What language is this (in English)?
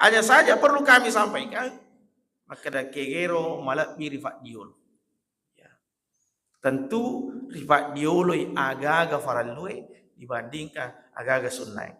Buginese